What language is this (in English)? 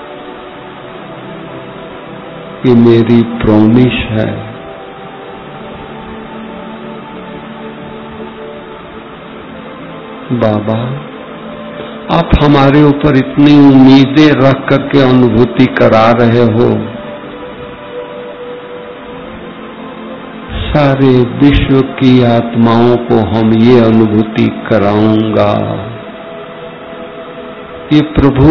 Hindi